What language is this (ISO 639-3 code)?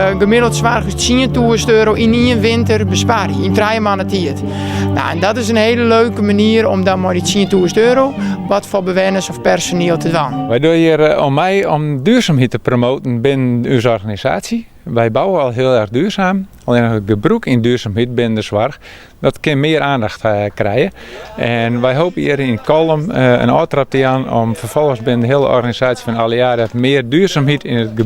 fry